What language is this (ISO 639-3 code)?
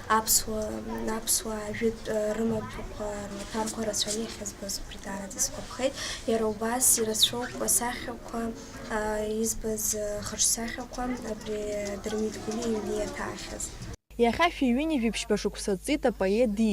abk